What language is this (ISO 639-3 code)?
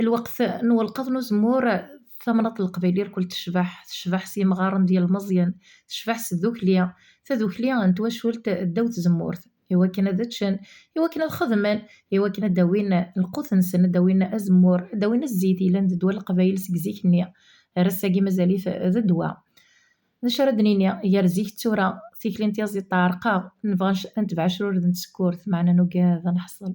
kab